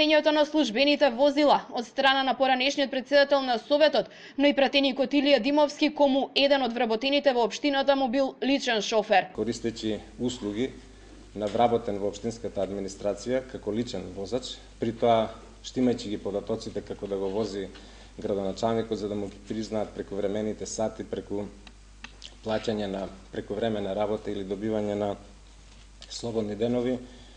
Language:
Macedonian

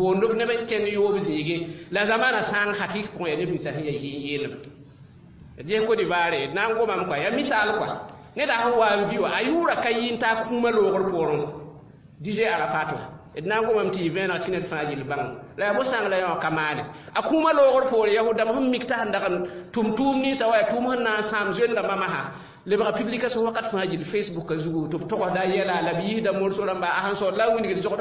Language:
Mossi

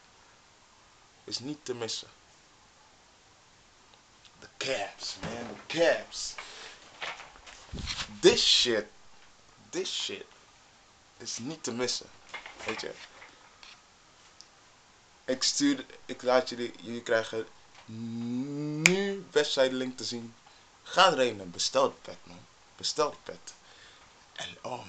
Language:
Dutch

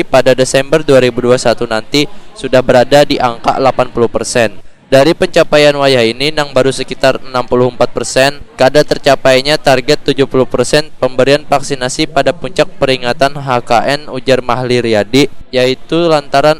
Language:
Banjar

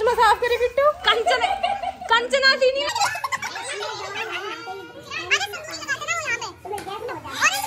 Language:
Hindi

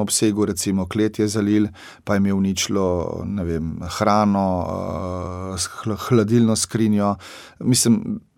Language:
Slovenian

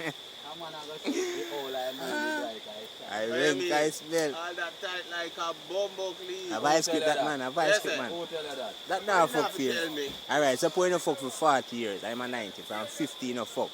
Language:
Jamaican Creole English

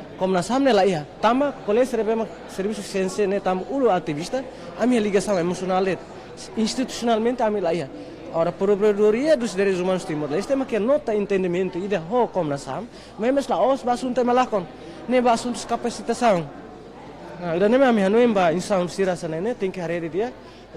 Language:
Tetum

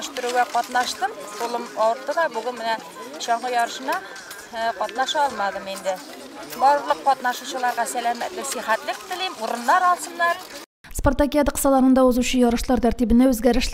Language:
Tatar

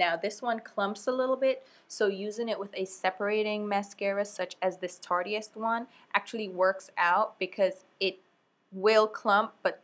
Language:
English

